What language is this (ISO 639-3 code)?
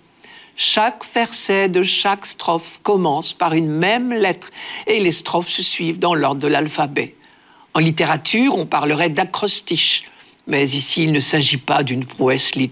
fra